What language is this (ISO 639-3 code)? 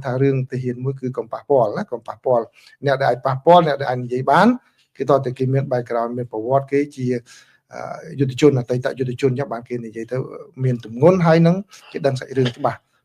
khm